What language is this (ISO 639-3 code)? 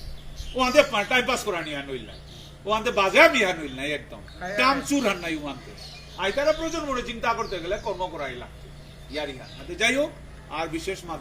bpy